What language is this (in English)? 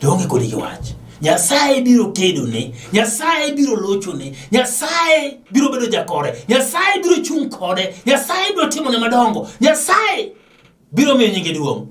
Luo (Kenya and Tanzania)